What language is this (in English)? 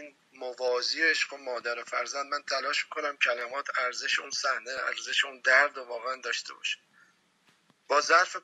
Persian